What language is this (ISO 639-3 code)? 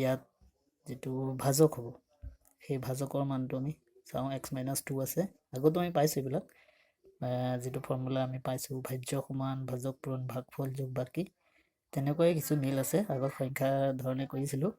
asm